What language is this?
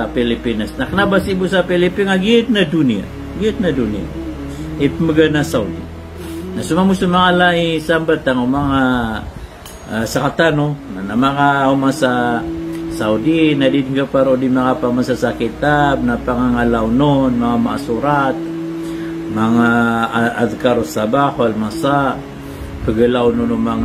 Maranao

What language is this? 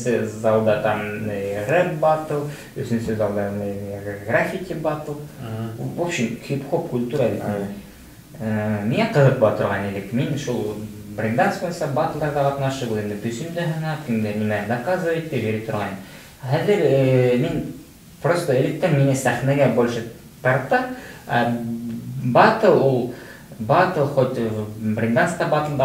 Bashkir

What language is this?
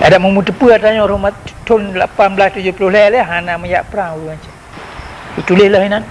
Achinese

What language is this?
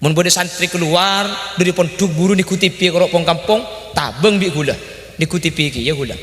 Madurese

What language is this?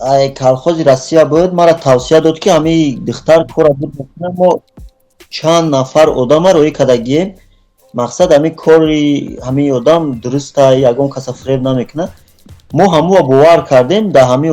Tajik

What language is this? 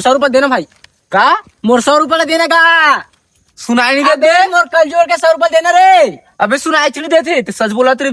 Chhattisgarhi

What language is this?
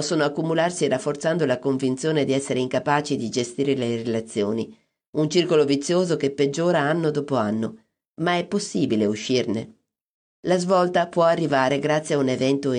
Italian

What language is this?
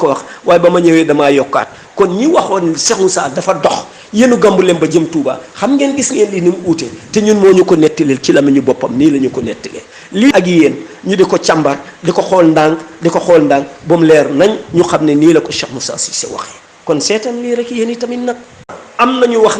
Wolof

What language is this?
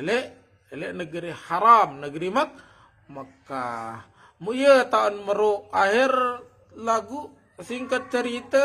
Sasak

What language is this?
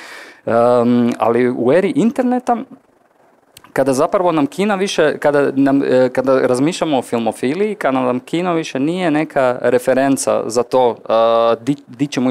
Croatian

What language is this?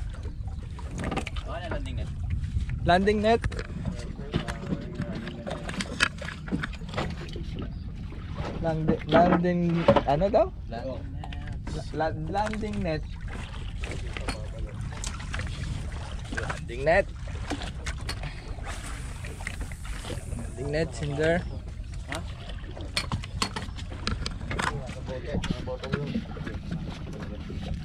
Filipino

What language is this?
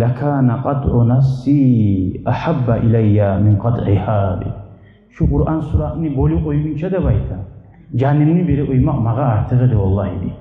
Kumyk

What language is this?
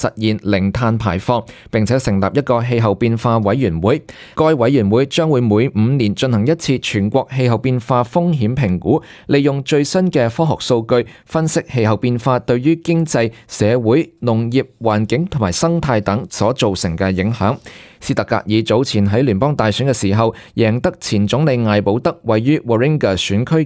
Cantonese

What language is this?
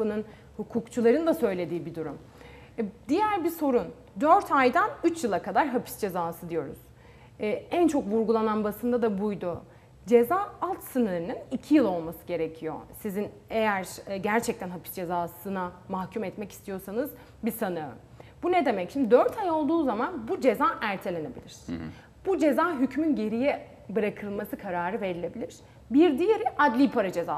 Turkish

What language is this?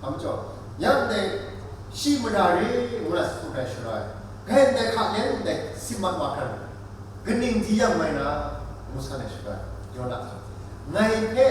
Kachin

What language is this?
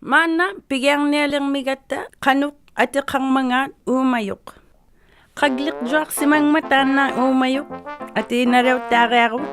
Inuktitut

